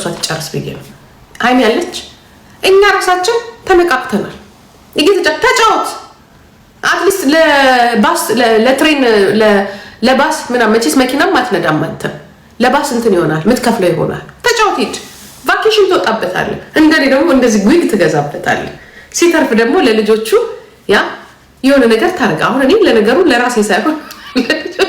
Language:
Amharic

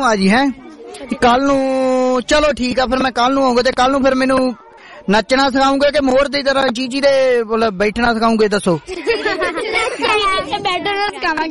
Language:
Punjabi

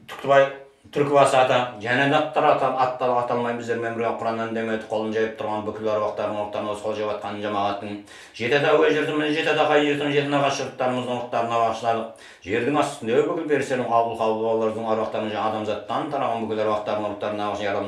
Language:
Kazakh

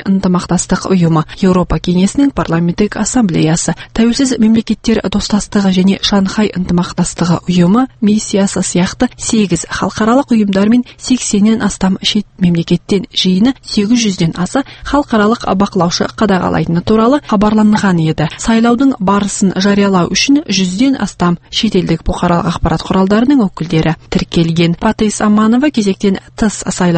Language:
Kazakh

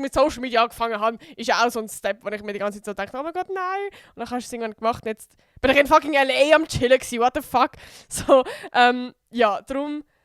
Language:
Swiss German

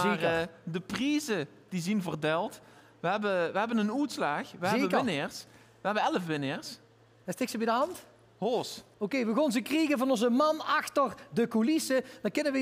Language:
Limburgish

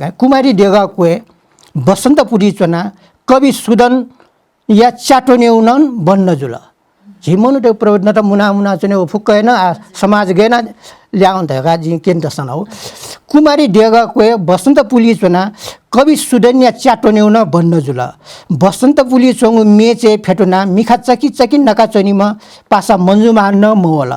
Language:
Newari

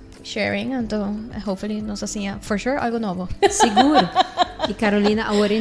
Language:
Papiamento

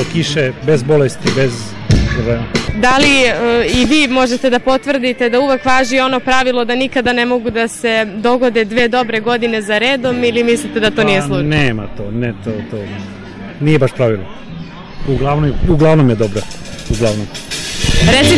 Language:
Serbian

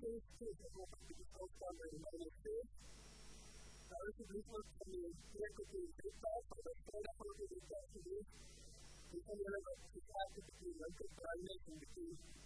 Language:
Afrikaans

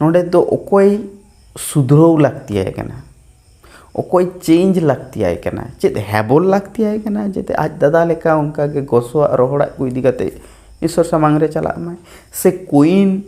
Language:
Santali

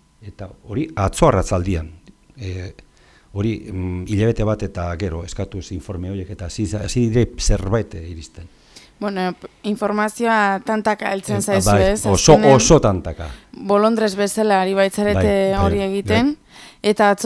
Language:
Basque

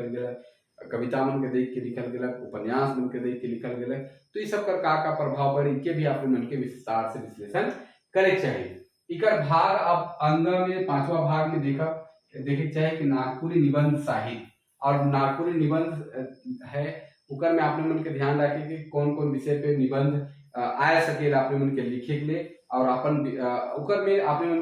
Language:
Sadri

